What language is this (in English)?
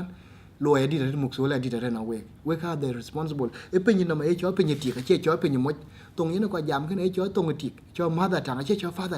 Dinka